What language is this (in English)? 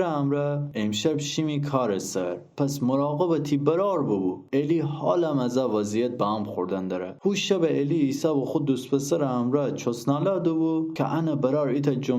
Gilaki